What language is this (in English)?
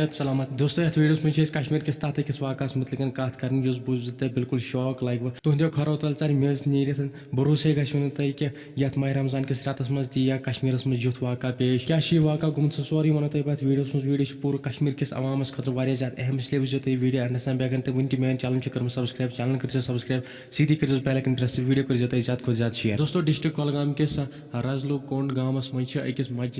Kashmiri